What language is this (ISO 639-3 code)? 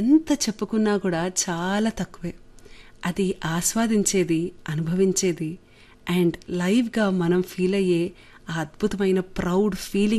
tel